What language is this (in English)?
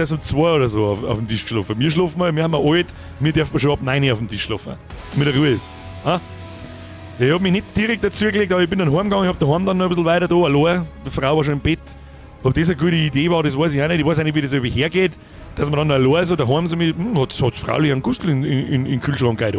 Bavarian